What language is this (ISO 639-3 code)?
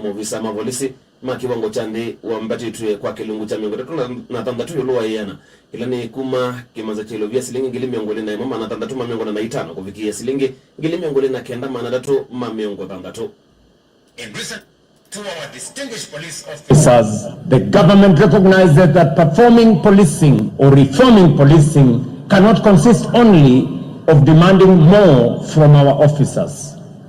kam